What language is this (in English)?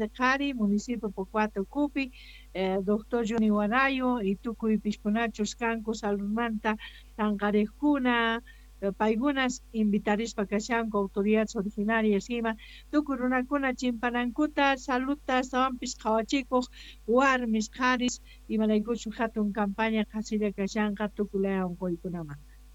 Quechua